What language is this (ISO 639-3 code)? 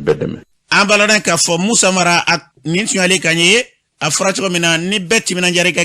bam